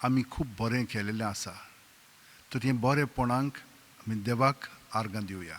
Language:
Konkani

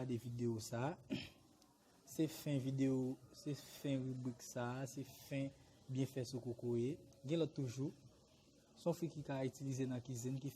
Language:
Haitian Creole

